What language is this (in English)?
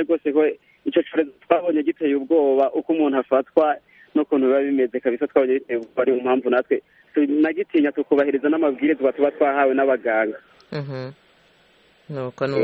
Kinyarwanda